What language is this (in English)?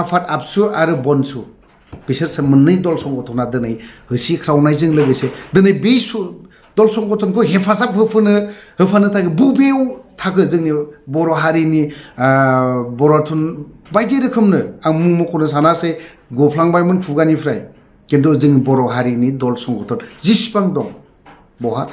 Bodo